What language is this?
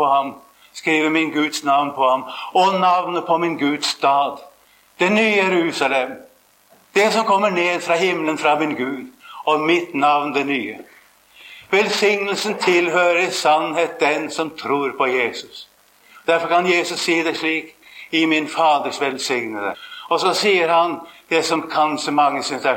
Norwegian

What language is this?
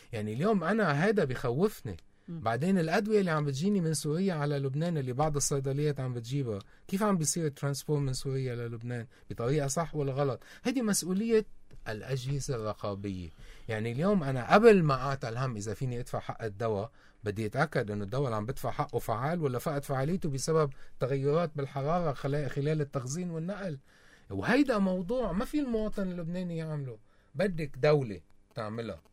North Levantine Arabic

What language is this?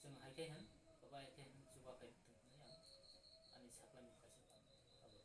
Kok Borok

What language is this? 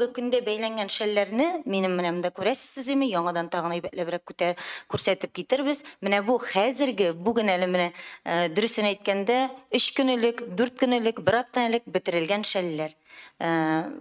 Tatar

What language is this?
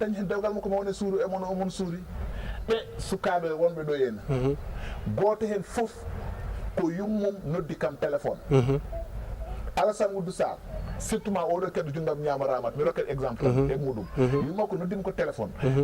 Fula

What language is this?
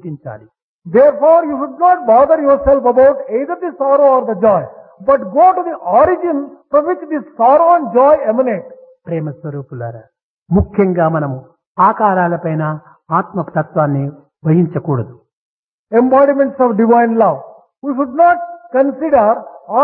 Telugu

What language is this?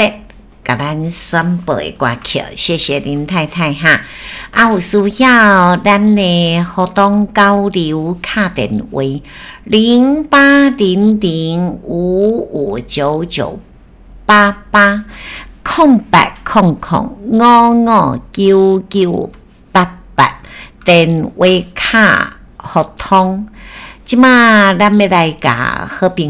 Min Nan Chinese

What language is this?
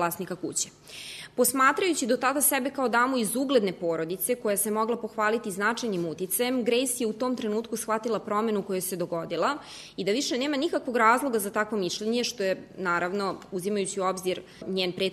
Serbian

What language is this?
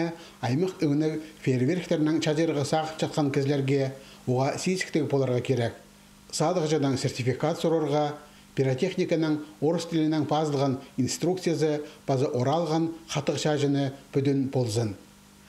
Khakas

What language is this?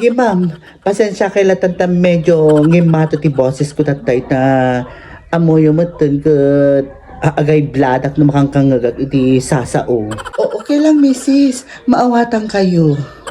Iloko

